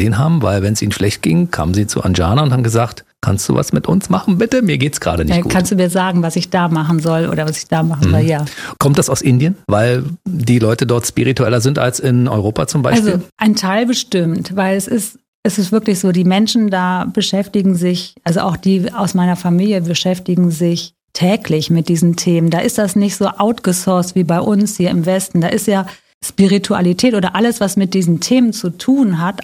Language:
German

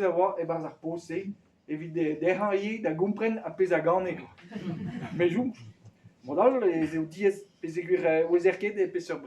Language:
Breton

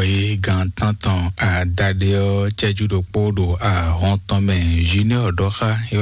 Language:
Fon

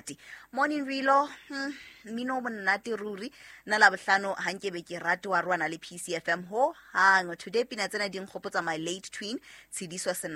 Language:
Southern Sotho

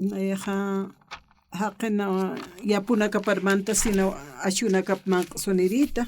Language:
Aymara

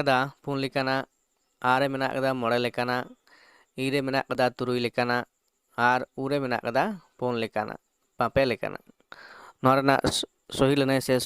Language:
Santali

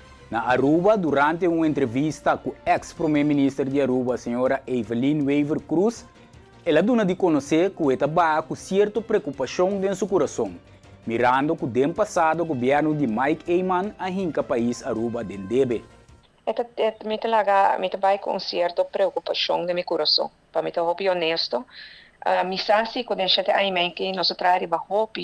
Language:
Papiamento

